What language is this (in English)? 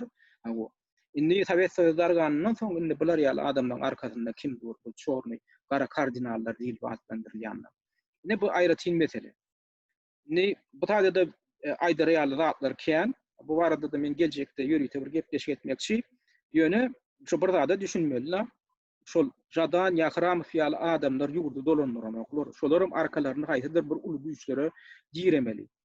Turkmen